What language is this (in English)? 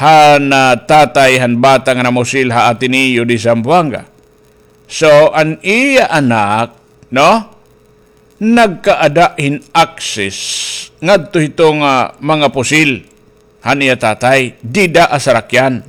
Waray